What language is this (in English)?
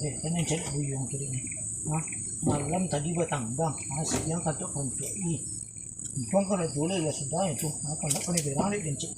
Minangkabau